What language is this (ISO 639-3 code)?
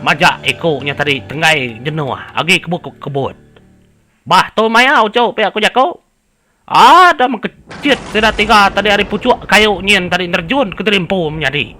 iba